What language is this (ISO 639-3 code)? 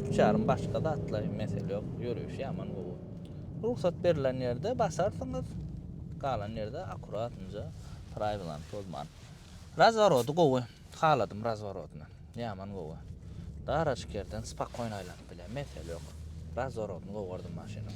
tuk